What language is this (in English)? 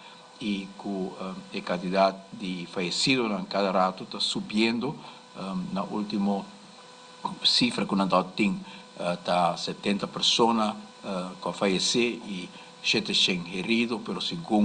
Papiamento